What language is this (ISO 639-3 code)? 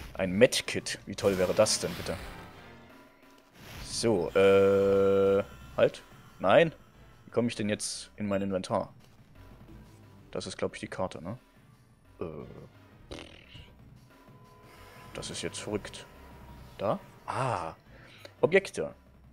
deu